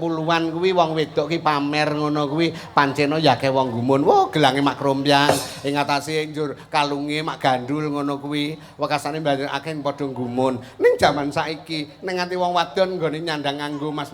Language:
Javanese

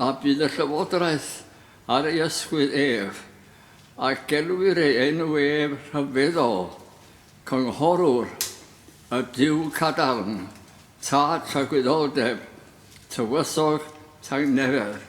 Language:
Welsh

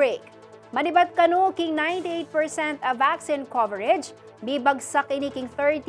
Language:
Pampanga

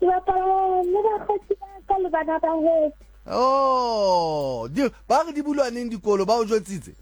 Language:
Southern Sotho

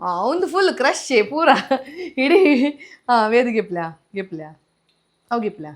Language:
Tulu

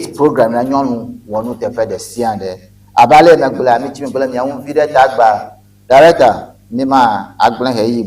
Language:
Ewe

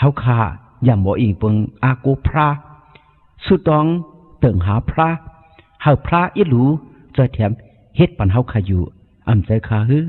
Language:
Shan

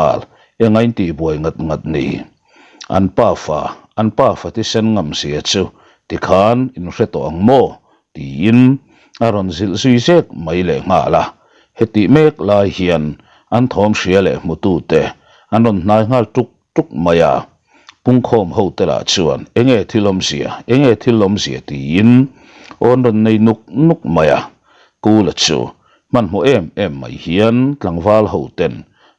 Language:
Mizo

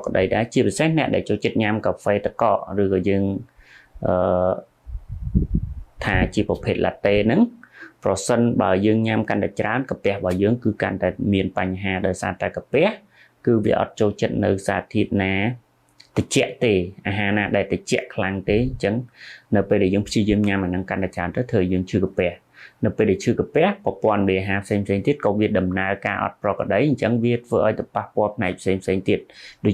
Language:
Khmer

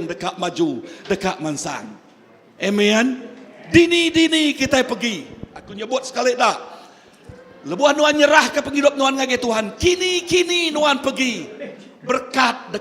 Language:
Iban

